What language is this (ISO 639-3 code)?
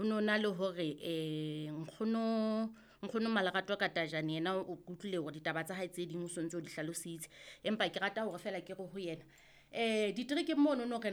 sot